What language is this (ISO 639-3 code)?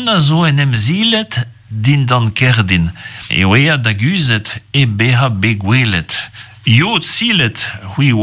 bre